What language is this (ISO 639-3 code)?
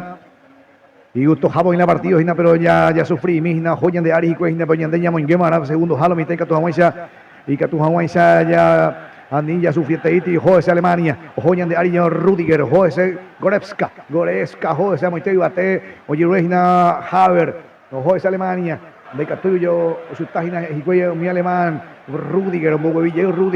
grn